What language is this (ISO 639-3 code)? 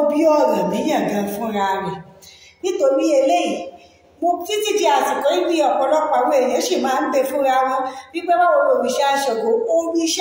yor